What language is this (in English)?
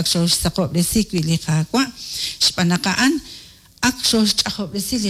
Kekchí